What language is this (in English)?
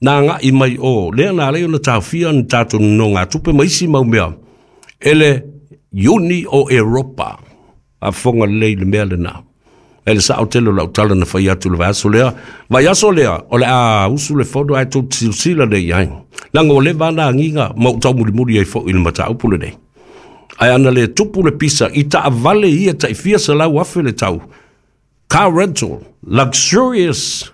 Samoan